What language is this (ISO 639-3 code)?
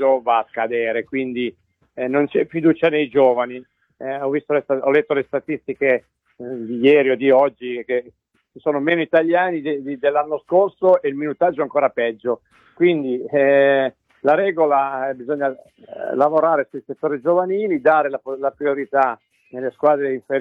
ita